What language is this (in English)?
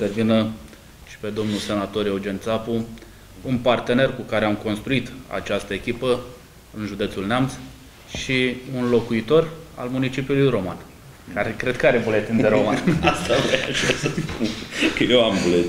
Romanian